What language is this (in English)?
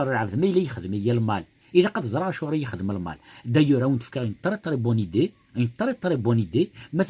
Kabyle